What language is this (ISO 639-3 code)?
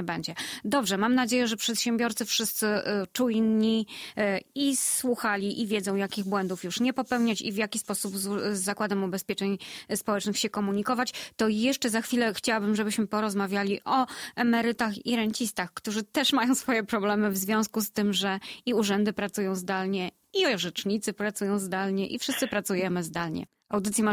pol